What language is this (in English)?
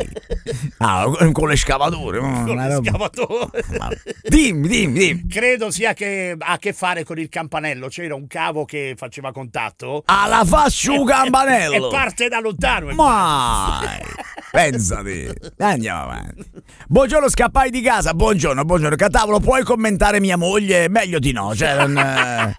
Italian